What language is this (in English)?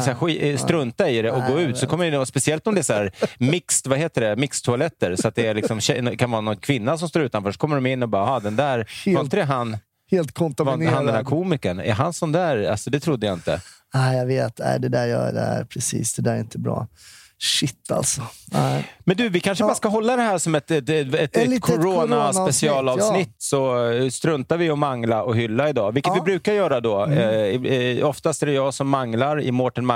Swedish